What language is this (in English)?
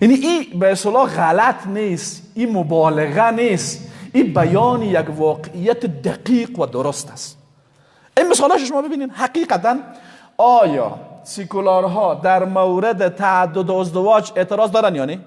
Persian